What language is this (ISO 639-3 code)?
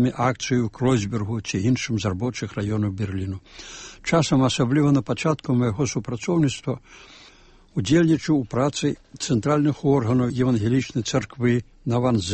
bel